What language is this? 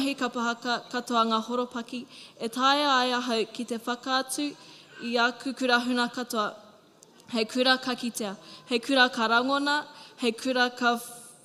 Māori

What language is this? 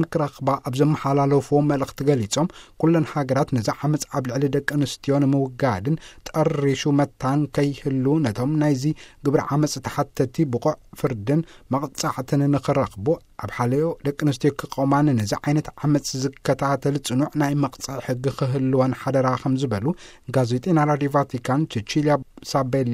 Tigrinya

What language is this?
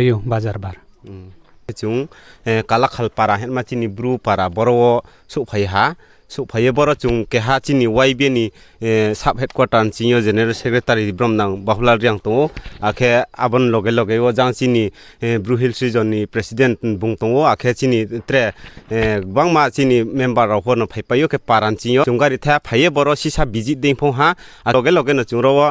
Riang (India)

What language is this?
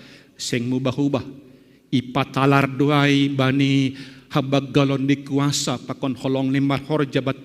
Batak Simalungun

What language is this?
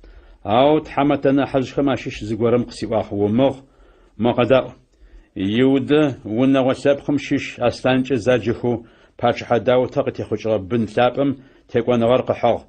Adyghe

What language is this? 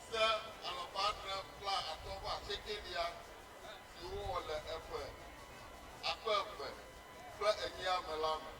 Ewe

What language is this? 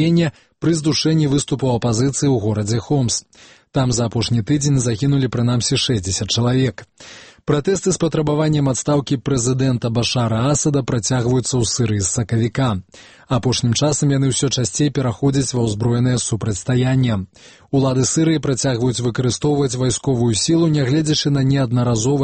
Belarusian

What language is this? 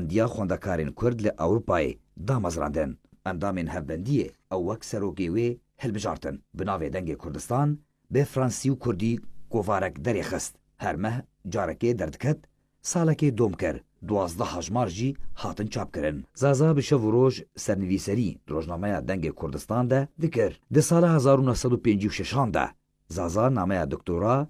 Kurdish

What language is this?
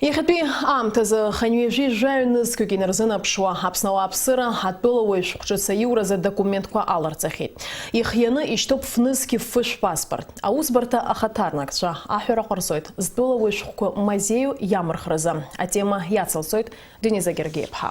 Abkhazian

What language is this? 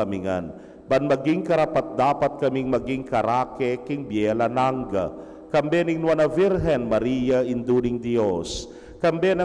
Pampanga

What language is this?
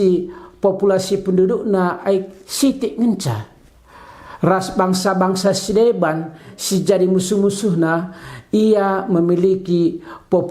Batak Karo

